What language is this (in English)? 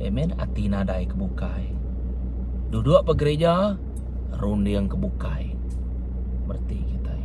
Iban